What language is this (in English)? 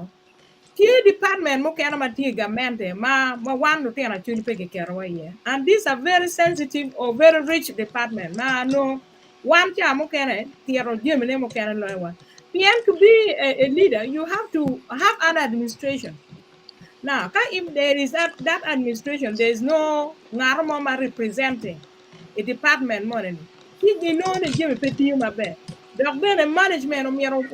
Acoli